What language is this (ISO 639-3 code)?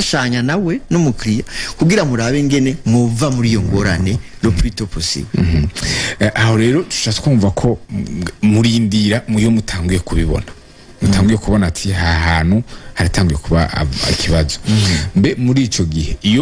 run